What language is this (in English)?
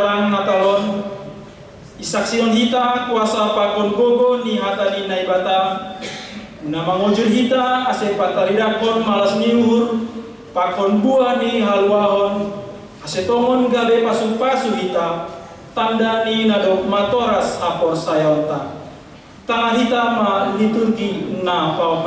Batak Simalungun